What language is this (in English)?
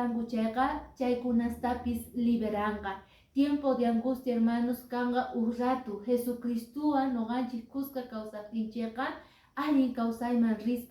Quechua